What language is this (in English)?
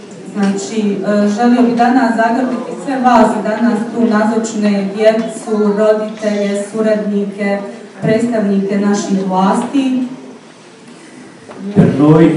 Croatian